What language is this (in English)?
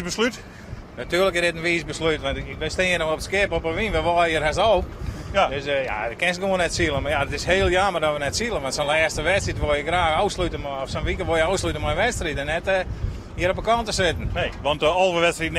Western Frisian